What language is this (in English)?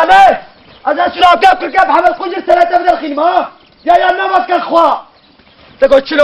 Kurdish